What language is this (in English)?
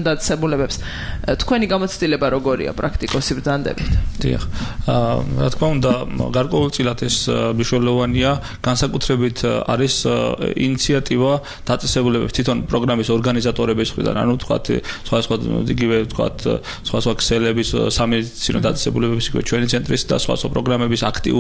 Georgian